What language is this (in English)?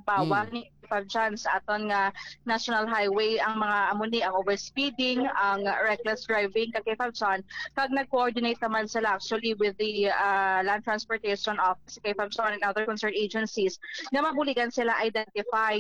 Hiligaynon